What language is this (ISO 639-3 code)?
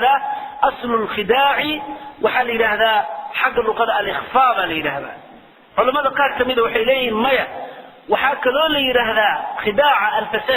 som